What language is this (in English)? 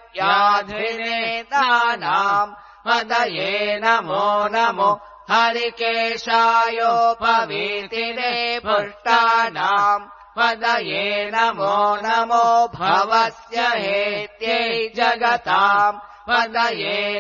Sanskrit